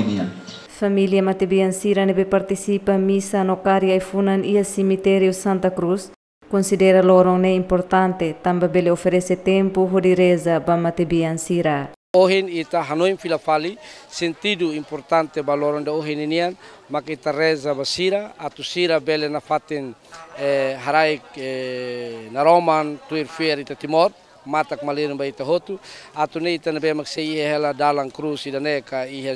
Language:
Tetum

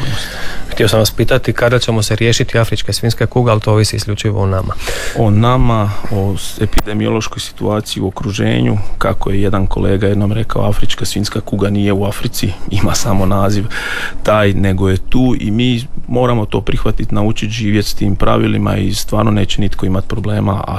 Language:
Croatian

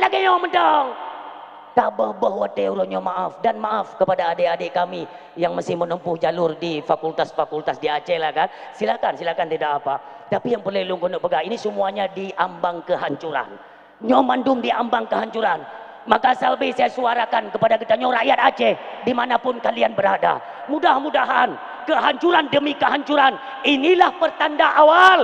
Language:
Achinese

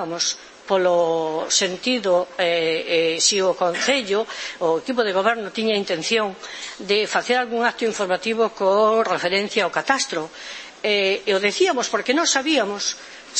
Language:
Galician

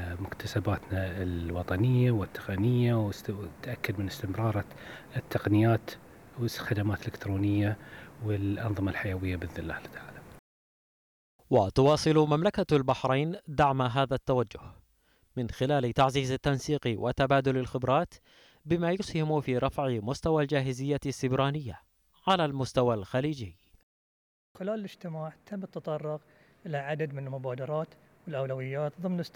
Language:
Arabic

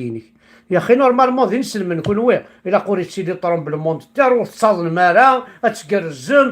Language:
Kabyle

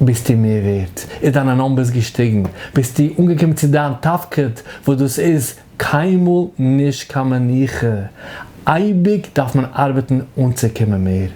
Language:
Yiddish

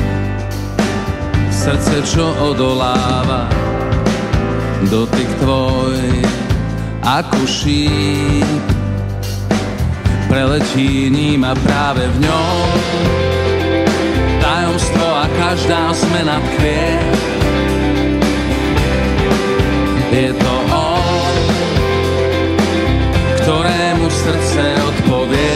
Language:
Slovak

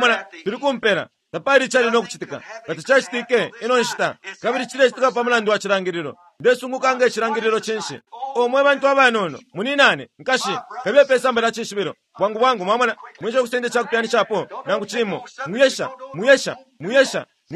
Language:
Bemba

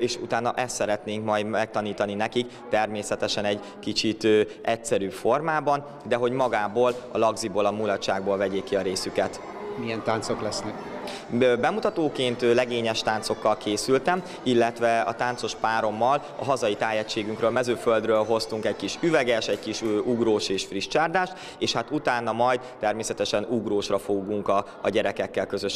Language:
Hungarian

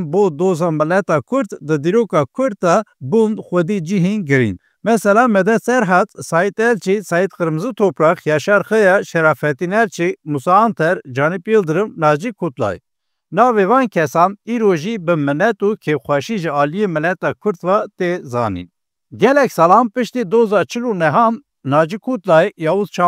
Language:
Kurdish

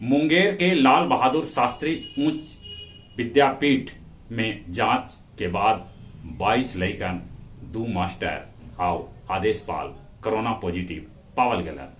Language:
Magahi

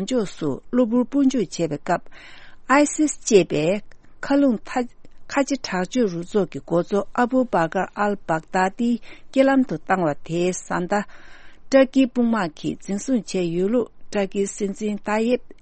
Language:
Tibetan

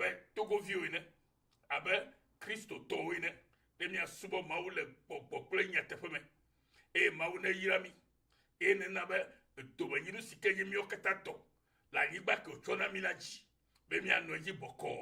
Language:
Ewe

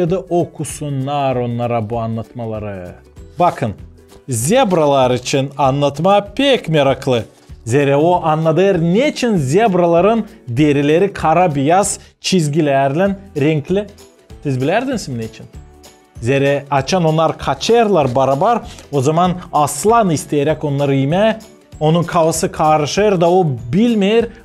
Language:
Gagauz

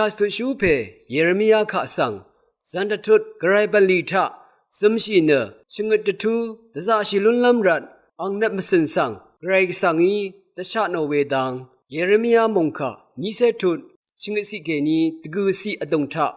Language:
Rawang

